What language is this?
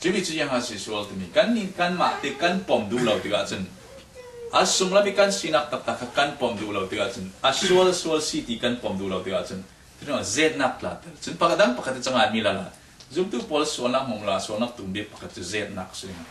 Falam Chin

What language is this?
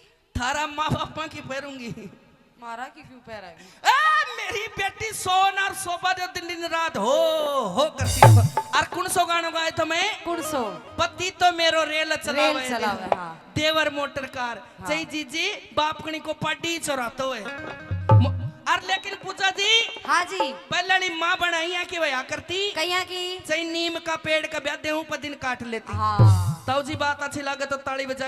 Haryanvi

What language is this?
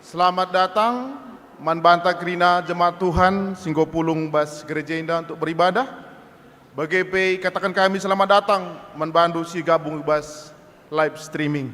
Batak Karo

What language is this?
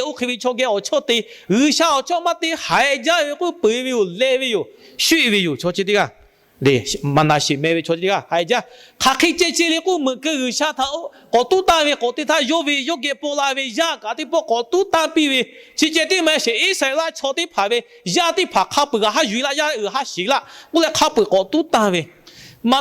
Lahu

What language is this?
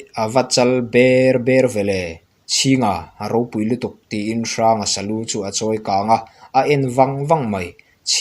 Mizo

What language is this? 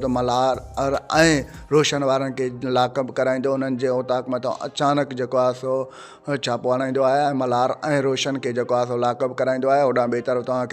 Sindhi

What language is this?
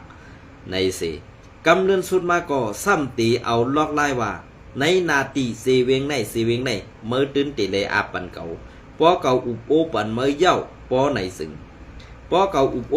Shan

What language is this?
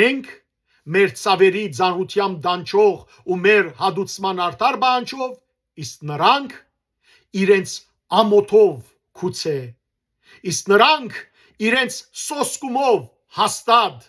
Western Armenian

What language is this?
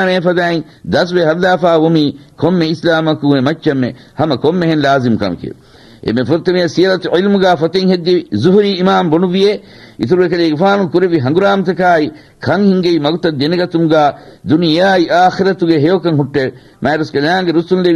Divehi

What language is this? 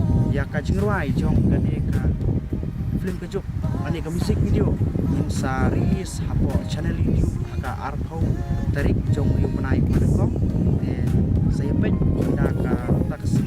Khasi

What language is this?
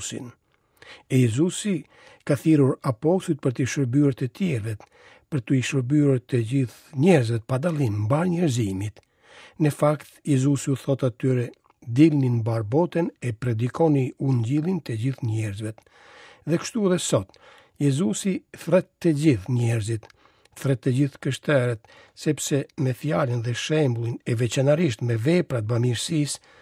Albanian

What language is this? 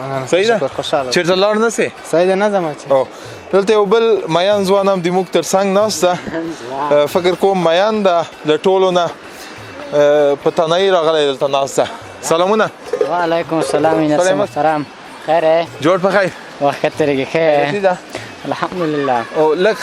Pashto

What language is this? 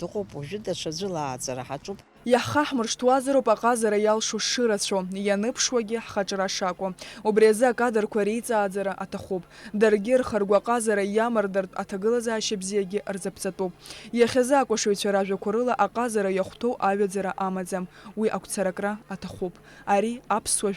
Abkhazian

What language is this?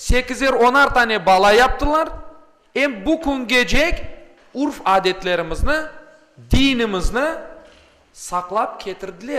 Crimean Tatar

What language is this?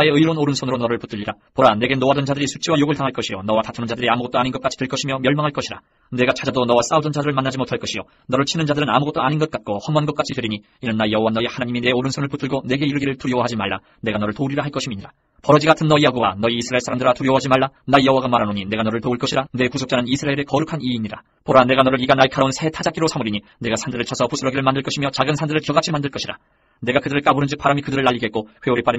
Korean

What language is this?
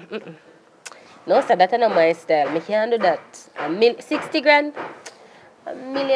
Jamaican Creole English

